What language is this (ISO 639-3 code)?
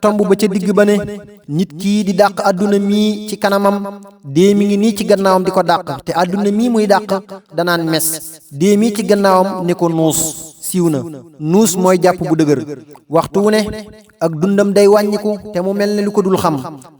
wol